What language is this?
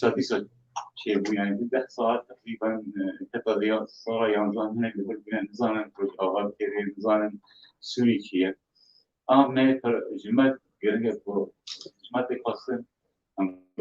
Kurdish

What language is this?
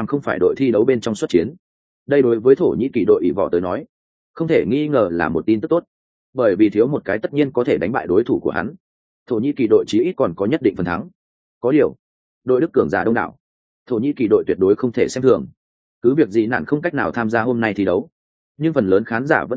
Vietnamese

